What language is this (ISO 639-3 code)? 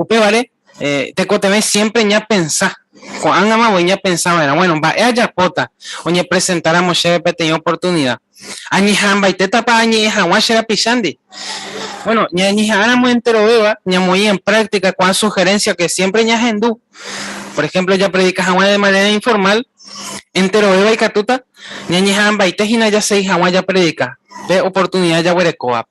grn